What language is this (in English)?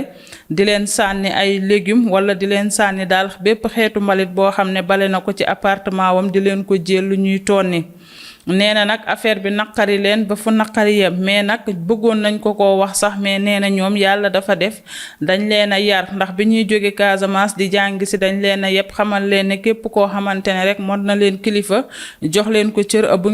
Wolof